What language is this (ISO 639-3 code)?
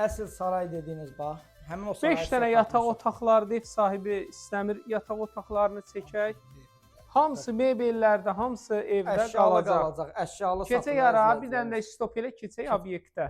aze